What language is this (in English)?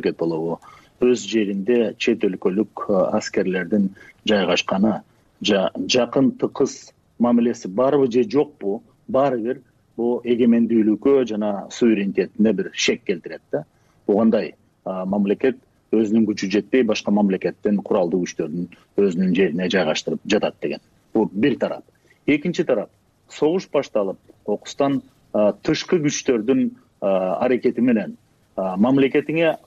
Kyrgyz